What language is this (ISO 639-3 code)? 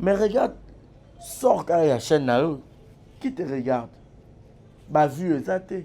lin